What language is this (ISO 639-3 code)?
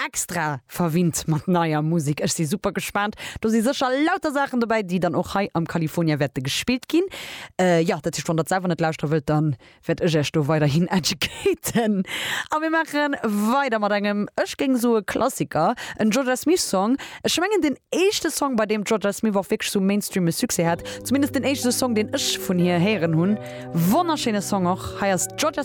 ltz